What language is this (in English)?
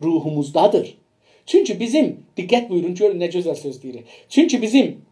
South Azerbaijani